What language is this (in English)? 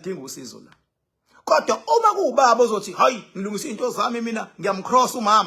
Zulu